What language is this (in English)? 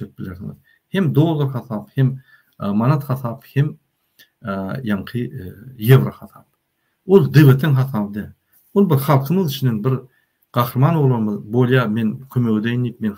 Turkmen